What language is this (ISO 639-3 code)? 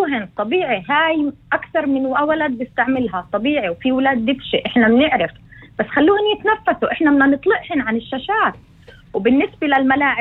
apc